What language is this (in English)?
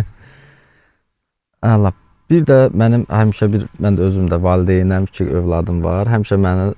Azerbaijani